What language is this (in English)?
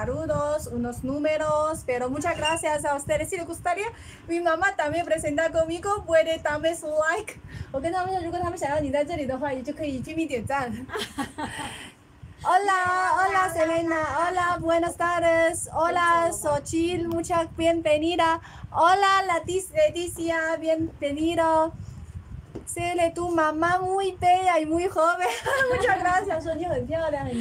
Spanish